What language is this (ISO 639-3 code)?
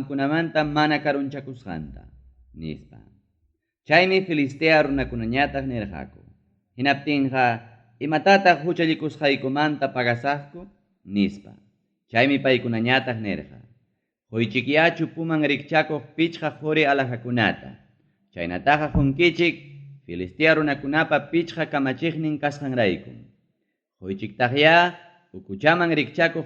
quy